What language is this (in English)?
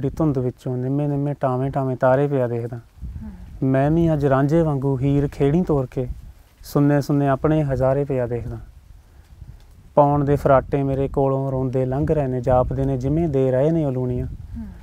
Punjabi